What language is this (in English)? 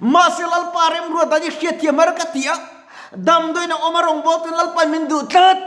Mizo